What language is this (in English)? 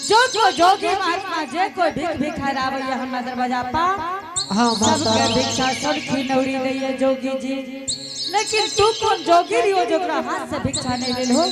Angika